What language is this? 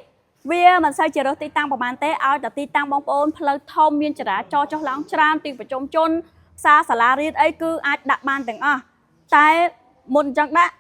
Khmer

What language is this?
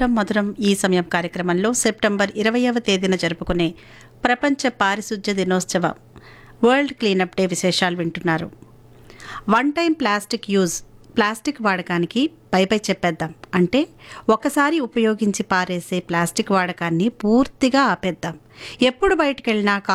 Telugu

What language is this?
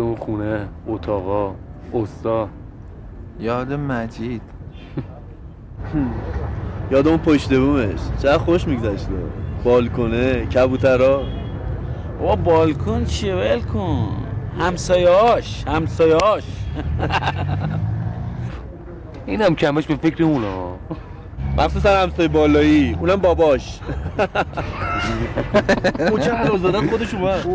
Persian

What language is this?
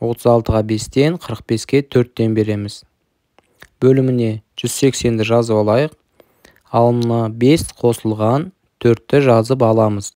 Kazakh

